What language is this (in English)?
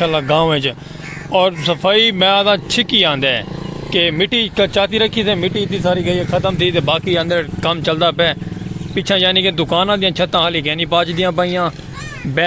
Saraiki